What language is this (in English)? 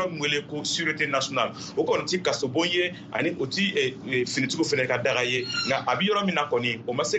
Bambara